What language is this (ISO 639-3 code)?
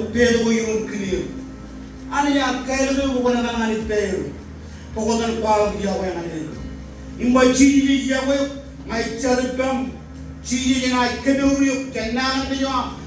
mah